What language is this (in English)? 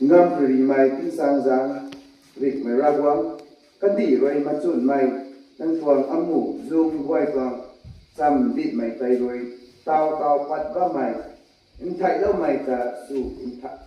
Rongmei Naga